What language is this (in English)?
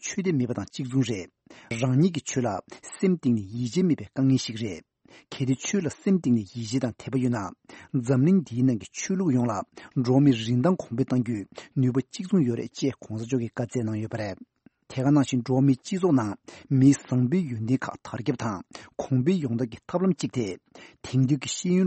Tibetan